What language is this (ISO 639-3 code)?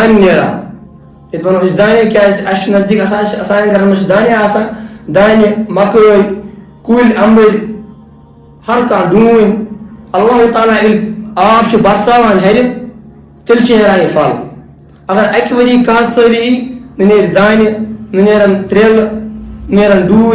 kas